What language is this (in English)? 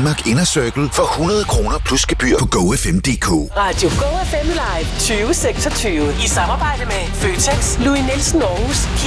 Danish